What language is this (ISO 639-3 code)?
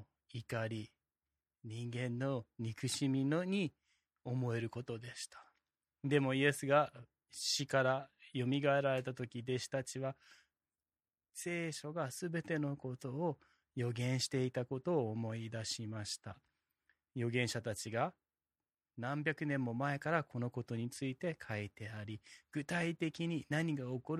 jpn